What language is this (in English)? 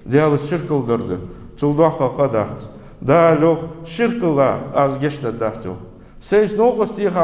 Ingush